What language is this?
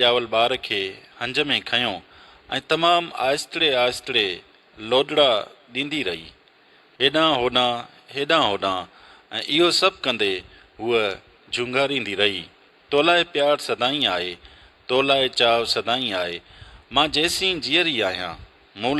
Sindhi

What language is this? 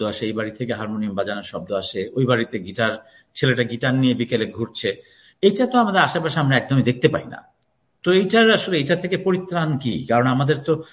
Bangla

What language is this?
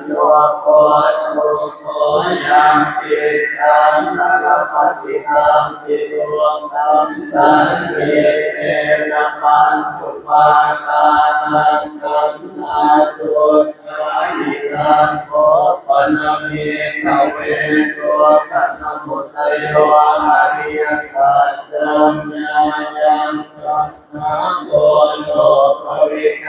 Pali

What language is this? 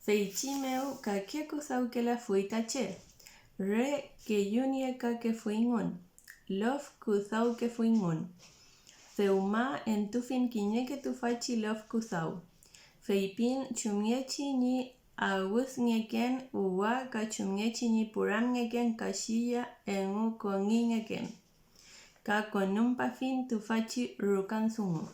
Mapuche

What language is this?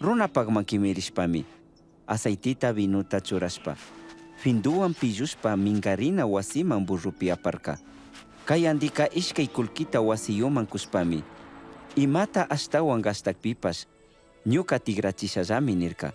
Chimborazo Highland Quichua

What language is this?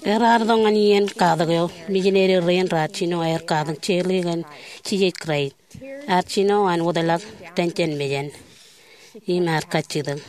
Marshallese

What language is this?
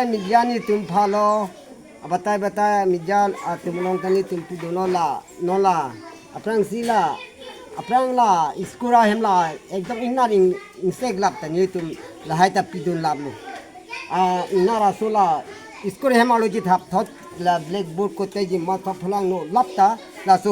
Karbi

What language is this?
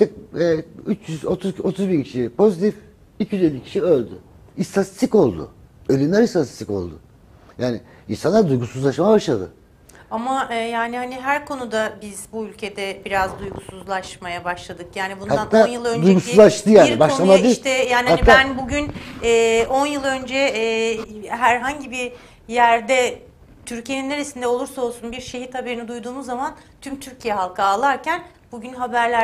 Turkish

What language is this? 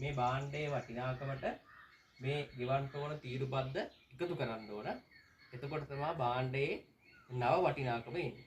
Sinhala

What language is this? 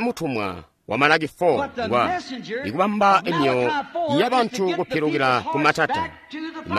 Tonga (Zambia)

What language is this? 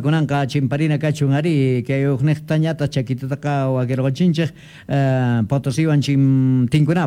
Quechua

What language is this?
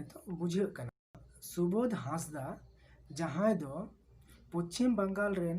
Santali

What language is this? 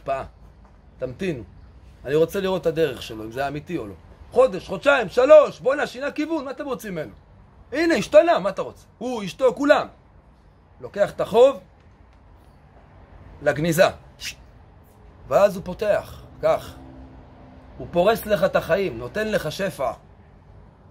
Hebrew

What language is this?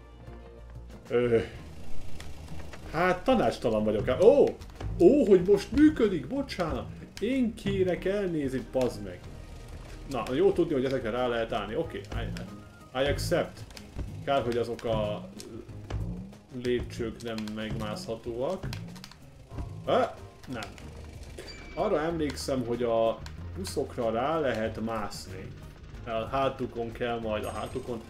Hungarian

